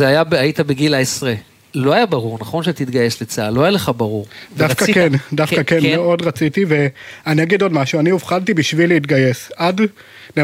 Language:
Hebrew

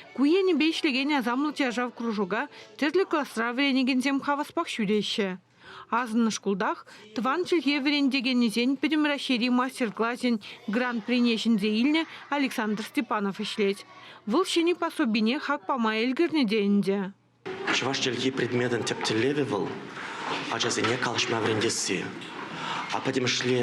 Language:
Chuvash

